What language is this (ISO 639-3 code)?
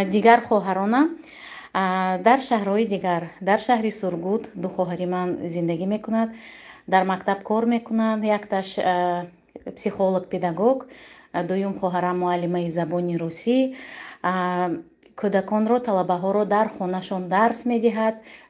tgk